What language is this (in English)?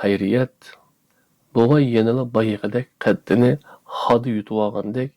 Uyghur